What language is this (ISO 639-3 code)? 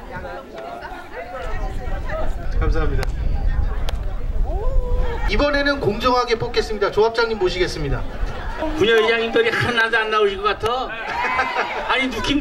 kor